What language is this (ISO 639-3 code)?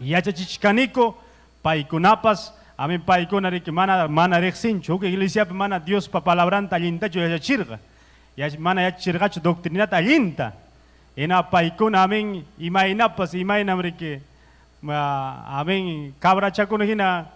quy